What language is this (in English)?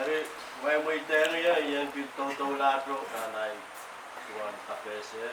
Pohnpeian